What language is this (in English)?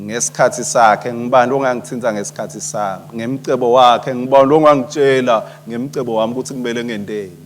Swati